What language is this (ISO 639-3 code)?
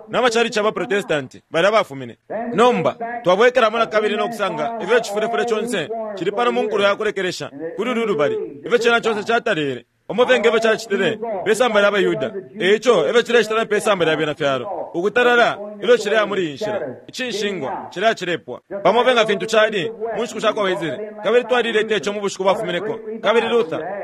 bem